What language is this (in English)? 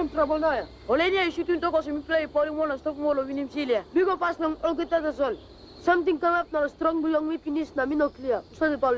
Tok Pisin